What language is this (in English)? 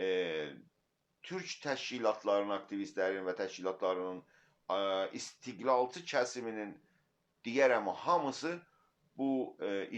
South Azerbaijani